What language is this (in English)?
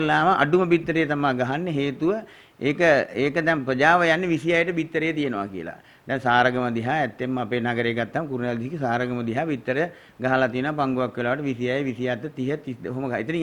Sinhala